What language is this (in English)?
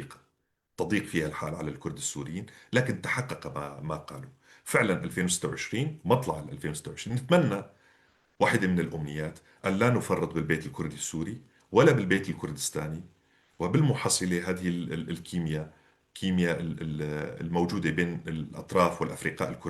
North Levantine Arabic